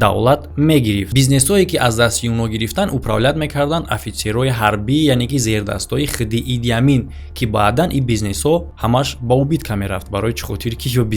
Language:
Tajik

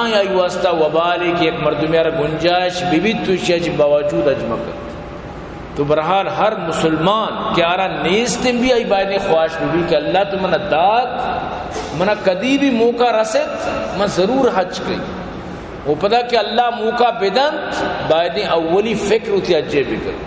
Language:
Eastern Balochi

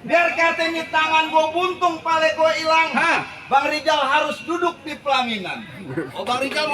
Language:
Betawi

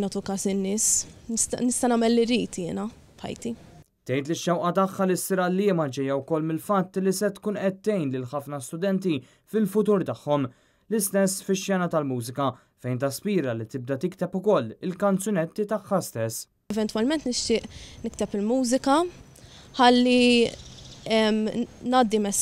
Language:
Maltese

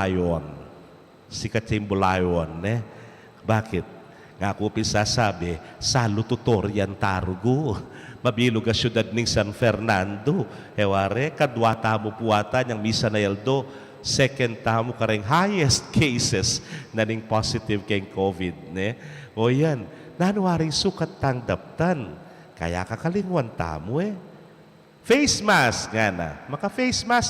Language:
Pampanga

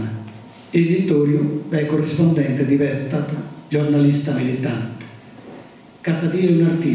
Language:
Sardinian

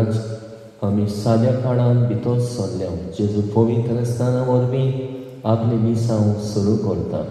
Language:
Konkani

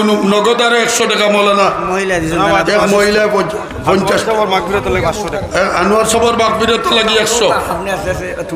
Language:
Sylheti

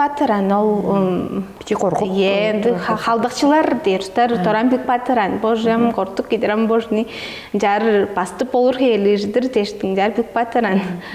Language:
Tuvinian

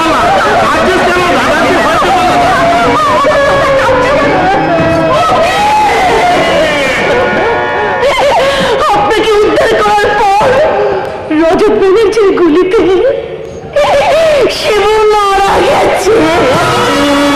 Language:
Bangla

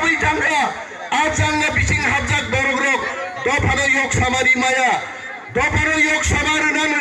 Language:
Kok Borok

